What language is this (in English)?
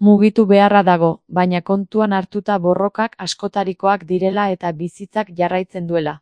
Basque